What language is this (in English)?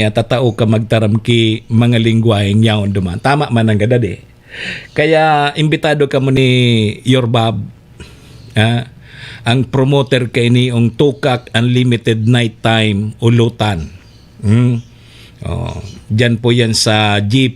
Bikol